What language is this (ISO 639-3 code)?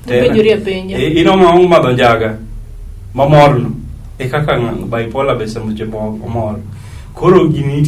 luo